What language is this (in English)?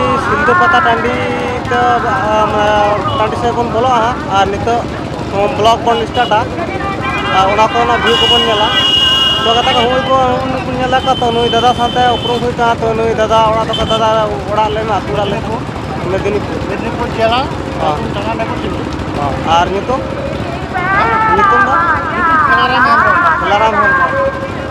Santali